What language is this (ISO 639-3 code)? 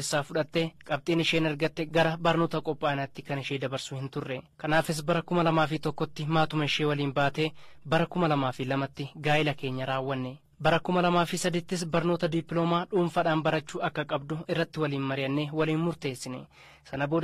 orm